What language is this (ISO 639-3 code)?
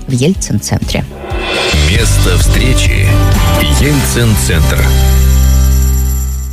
rus